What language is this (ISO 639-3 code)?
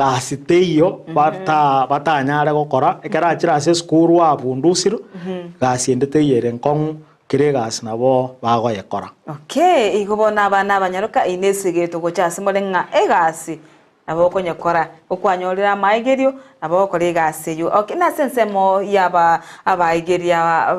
guz